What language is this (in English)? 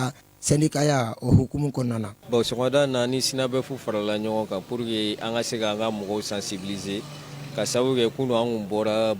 Bambara